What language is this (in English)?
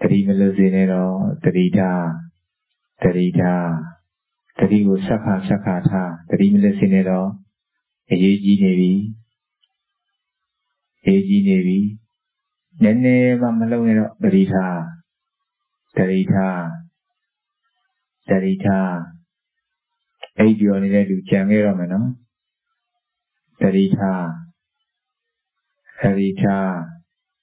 Burmese